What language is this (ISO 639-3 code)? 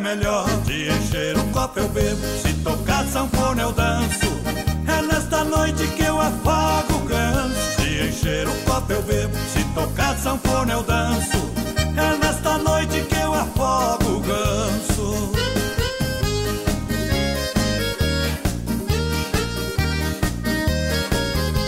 por